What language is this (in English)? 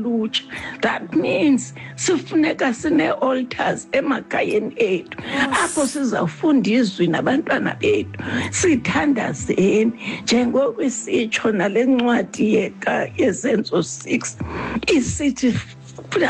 Xhosa